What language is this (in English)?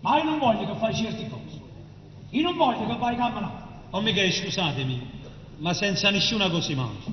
Neapolitan